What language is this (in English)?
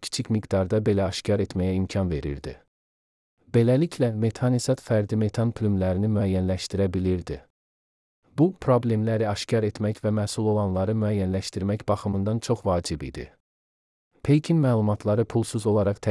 Azerbaijani